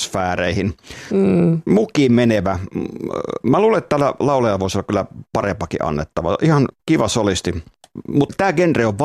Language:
Finnish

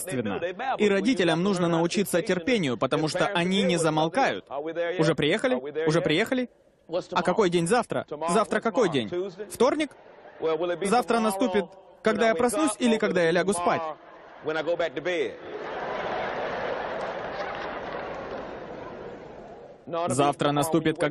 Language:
Russian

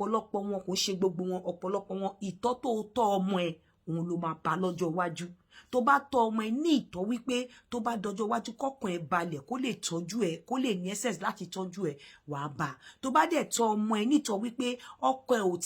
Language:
Yoruba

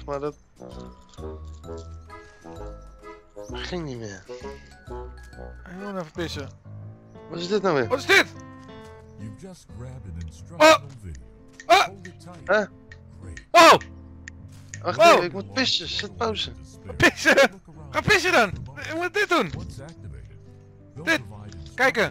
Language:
Dutch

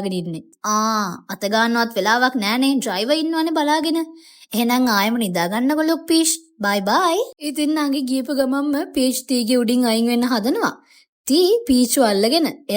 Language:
Sinhala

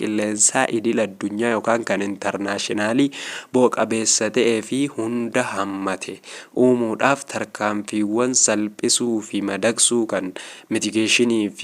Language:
Oromo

